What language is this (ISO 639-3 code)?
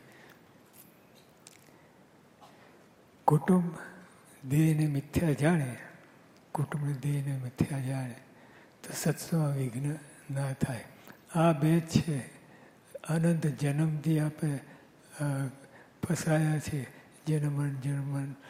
guj